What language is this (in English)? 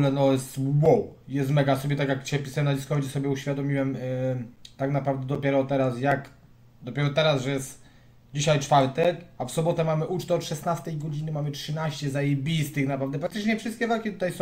Polish